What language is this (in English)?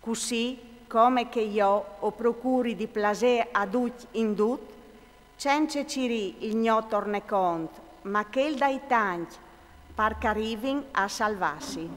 Friulian